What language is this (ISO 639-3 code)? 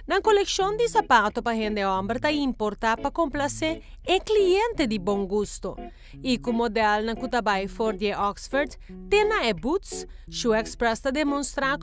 pap